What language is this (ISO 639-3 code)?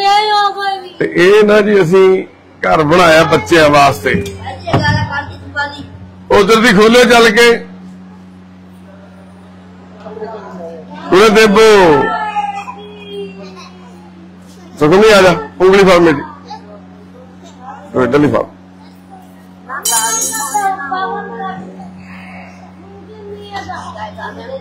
pan